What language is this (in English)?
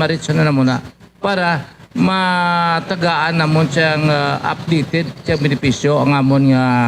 Hiligaynon